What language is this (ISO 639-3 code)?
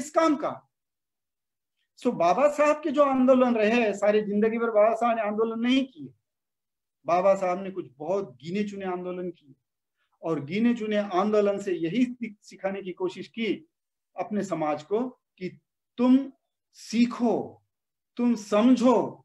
hin